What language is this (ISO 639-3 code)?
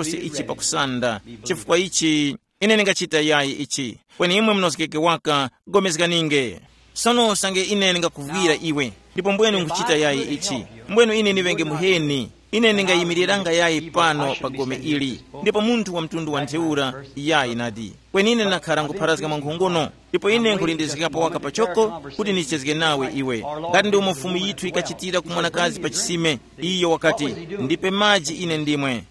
tum